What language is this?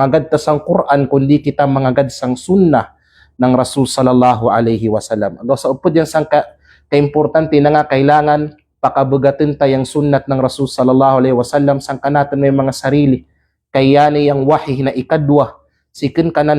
Kalagan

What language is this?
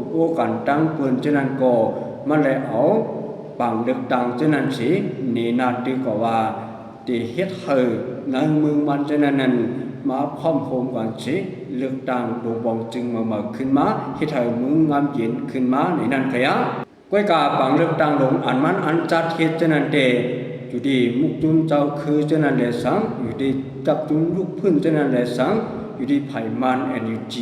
Shan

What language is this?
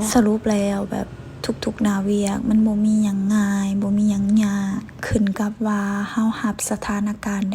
Lao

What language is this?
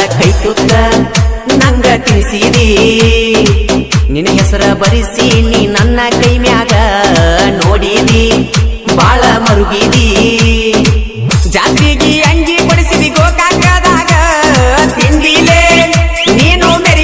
Kannada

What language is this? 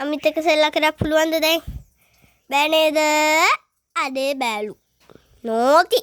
Sinhala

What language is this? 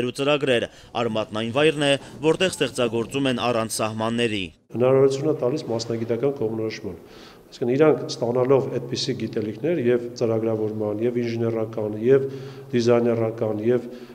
Armenian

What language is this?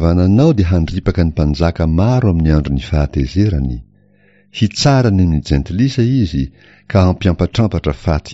Malagasy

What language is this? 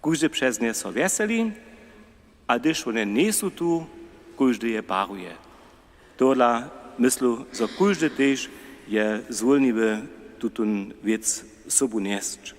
Upper Sorbian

